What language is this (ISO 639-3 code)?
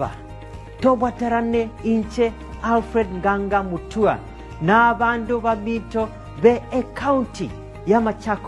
guz